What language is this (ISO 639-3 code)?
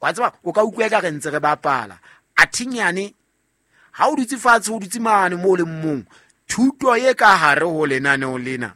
sot